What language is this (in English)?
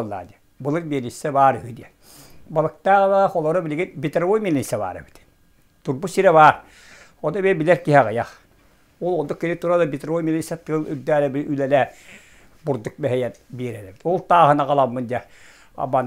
Yakut